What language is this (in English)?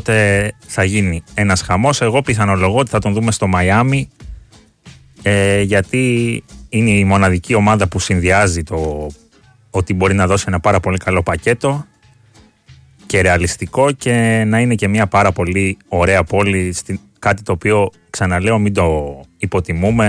Greek